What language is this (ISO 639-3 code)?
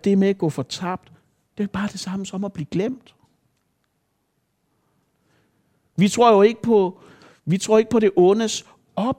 dan